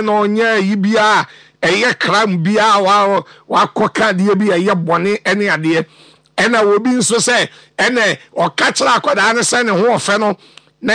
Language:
Akan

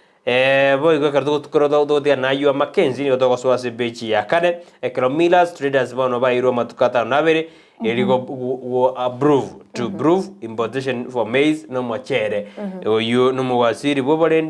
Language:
Gusii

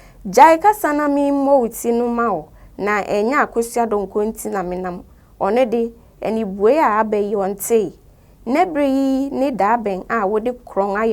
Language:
Akan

